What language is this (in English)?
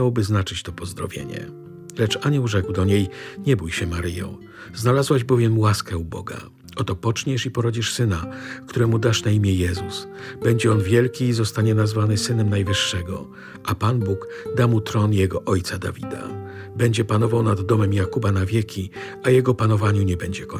Polish